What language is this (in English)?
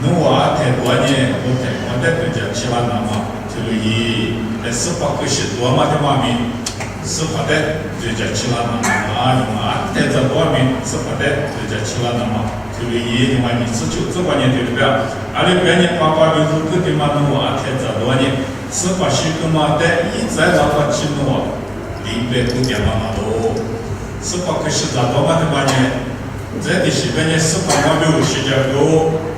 Lisu